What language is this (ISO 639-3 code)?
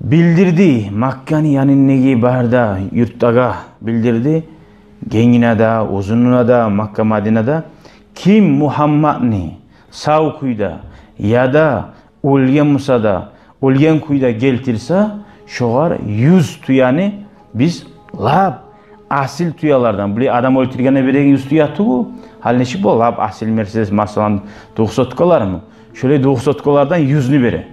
kum